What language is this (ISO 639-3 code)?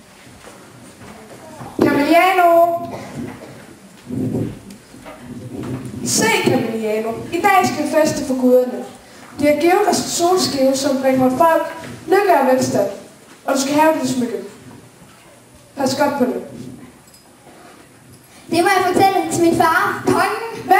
dan